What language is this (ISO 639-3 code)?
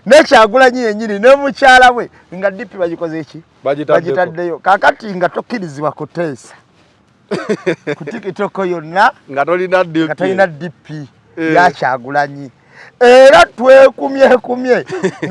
lug